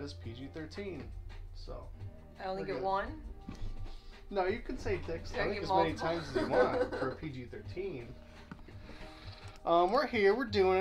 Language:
English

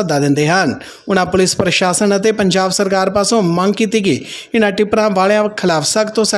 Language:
Punjabi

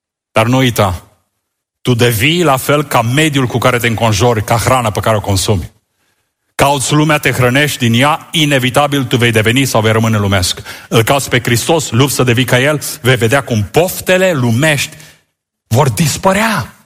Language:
Romanian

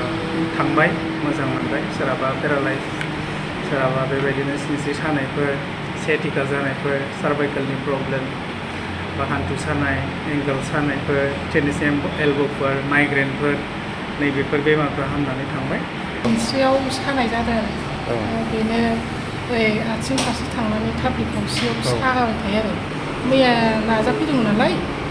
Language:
Bodo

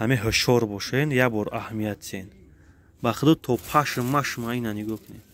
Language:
Tajik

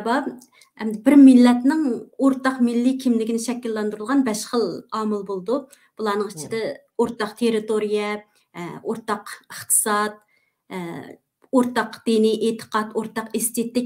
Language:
Uyghur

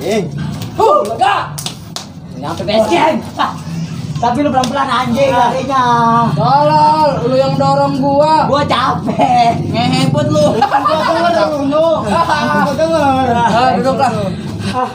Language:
Betawi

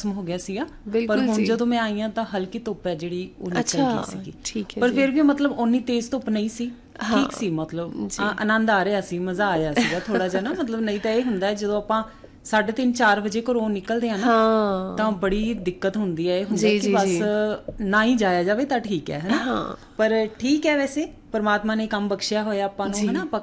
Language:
Punjabi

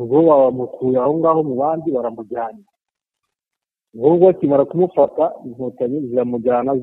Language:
Kinyarwanda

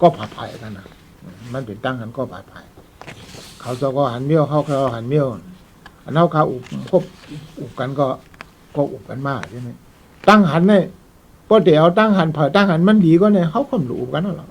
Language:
Shan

